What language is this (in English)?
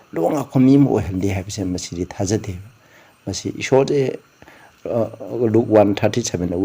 Manipuri